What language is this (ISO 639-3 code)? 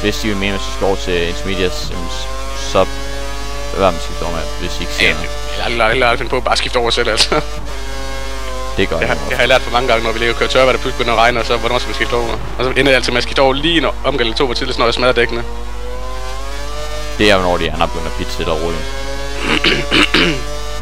dan